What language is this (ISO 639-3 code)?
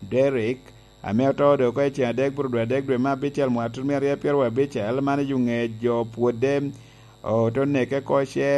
laj